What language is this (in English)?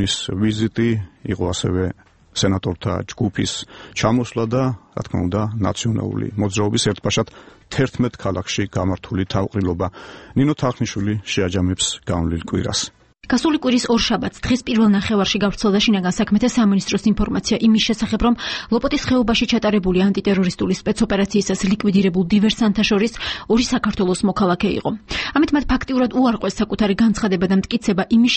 Georgian